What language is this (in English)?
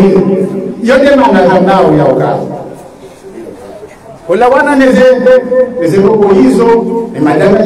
Swahili